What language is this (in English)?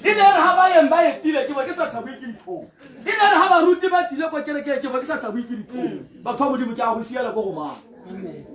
Tswana